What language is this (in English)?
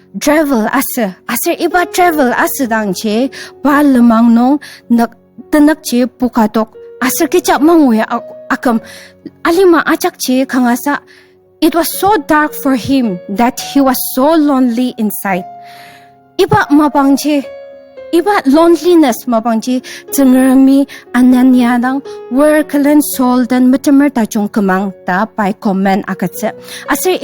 Ao Naga